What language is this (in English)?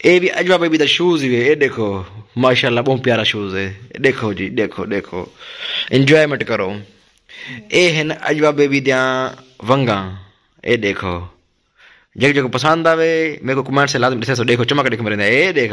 Saraiki